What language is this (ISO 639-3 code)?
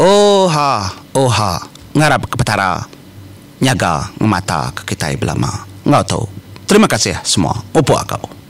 iba